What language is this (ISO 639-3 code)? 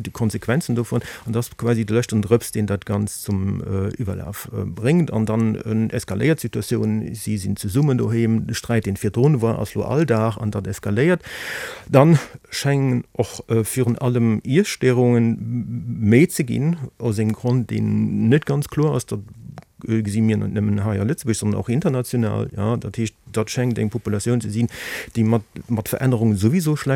ltz